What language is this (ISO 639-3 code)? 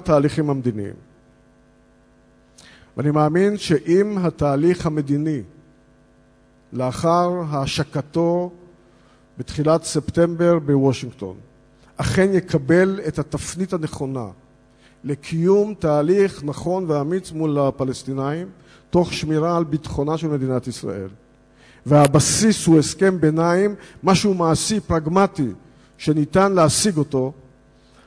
heb